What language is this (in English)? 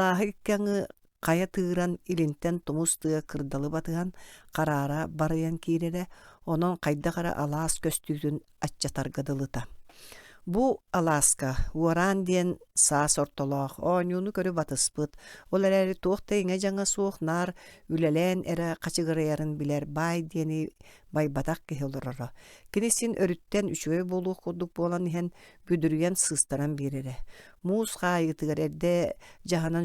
Yakut